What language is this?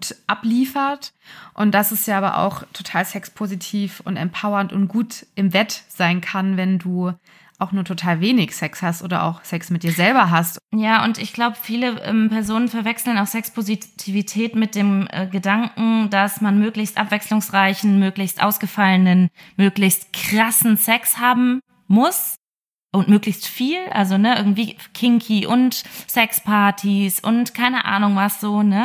German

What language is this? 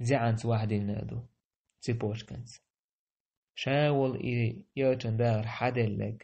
Chechen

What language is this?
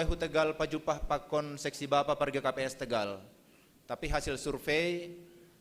Batak Simalungun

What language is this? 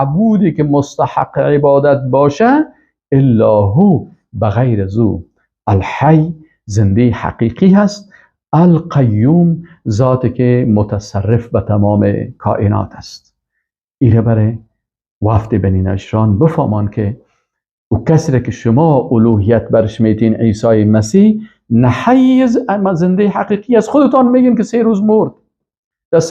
Persian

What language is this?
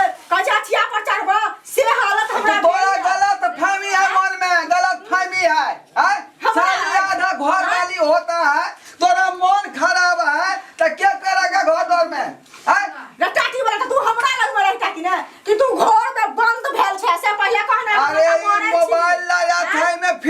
Maithili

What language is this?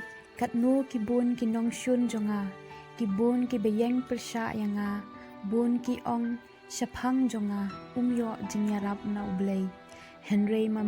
Khasi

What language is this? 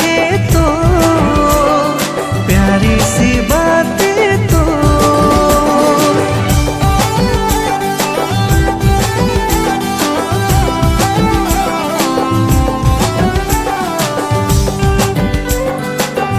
Sadri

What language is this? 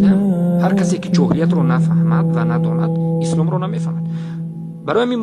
Tajik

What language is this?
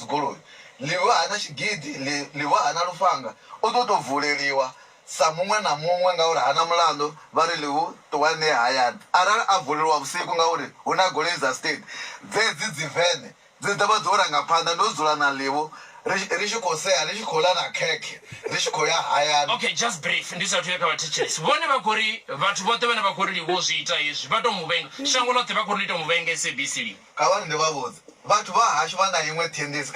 Venda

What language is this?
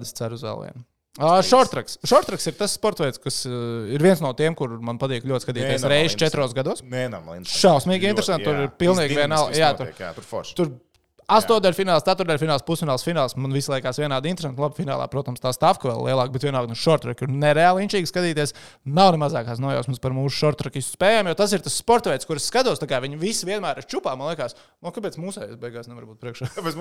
Latvian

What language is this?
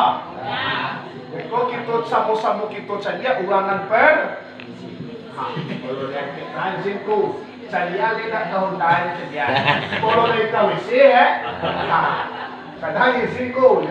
Minangkabau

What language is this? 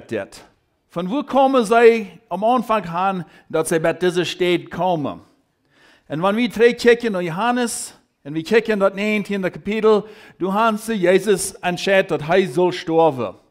Plautdietsch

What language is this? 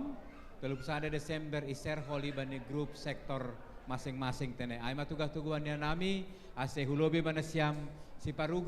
Batak Simalungun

